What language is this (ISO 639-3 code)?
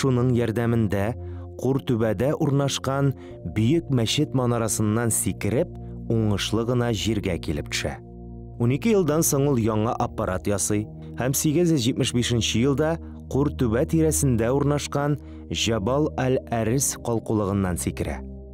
tat